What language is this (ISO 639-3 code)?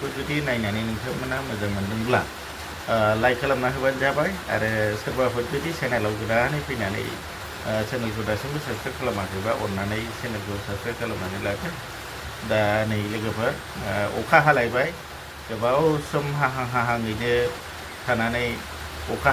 brx